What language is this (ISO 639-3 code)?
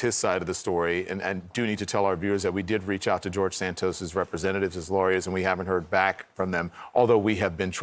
eng